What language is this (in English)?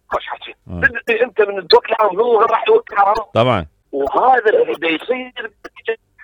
Mesopotamian Arabic